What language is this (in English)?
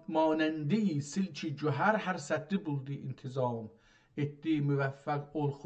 South Azerbaijani